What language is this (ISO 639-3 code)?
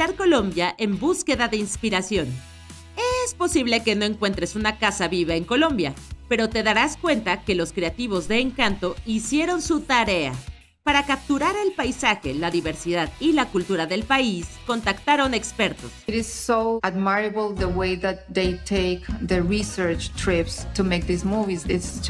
spa